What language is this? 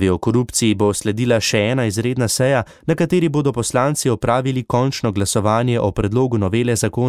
Slovenian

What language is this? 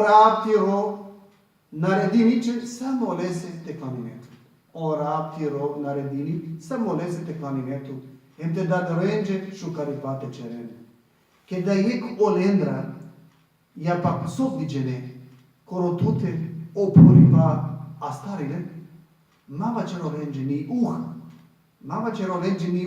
Balkan Romani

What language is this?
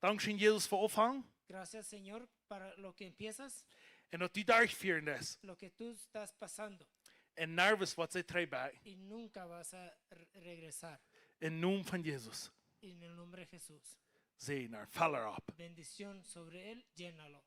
Plautdietsch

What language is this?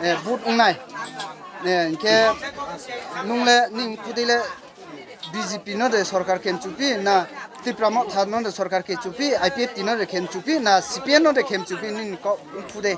Riang (India)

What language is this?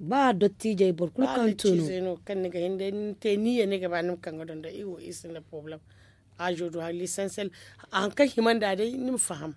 Zarma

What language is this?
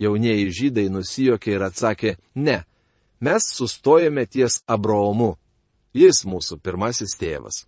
Lithuanian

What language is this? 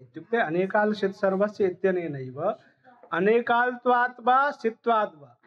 Sanskrit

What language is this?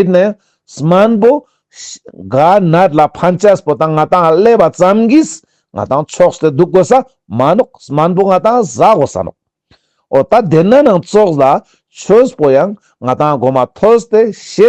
Ladakhi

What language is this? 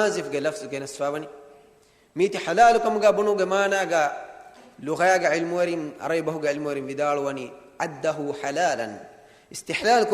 Divehi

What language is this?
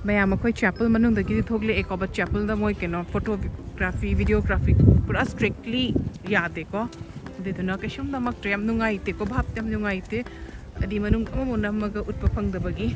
Manipuri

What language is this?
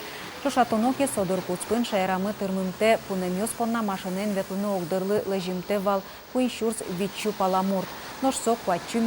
Udmurt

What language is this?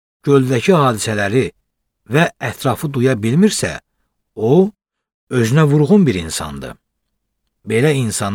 Azerbaijani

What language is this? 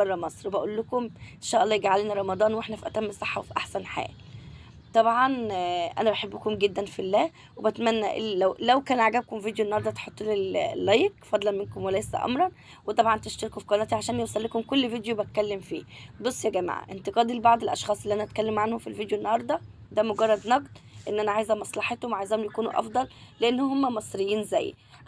Egyptian Arabic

